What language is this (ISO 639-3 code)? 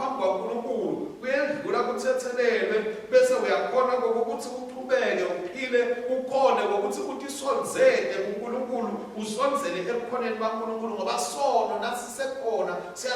ssw